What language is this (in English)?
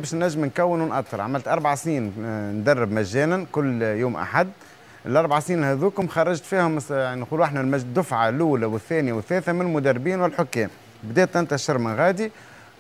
Tunisian Arabic